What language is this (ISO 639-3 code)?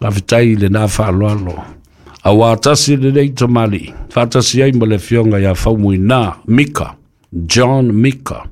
smo